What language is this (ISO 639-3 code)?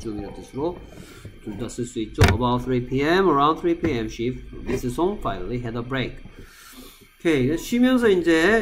kor